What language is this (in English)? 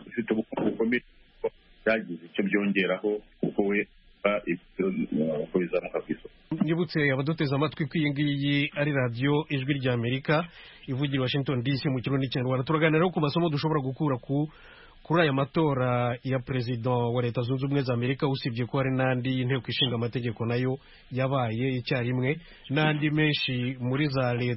Kinyarwanda